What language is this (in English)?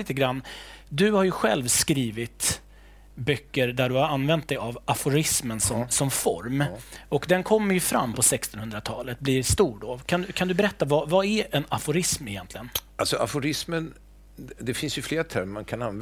Swedish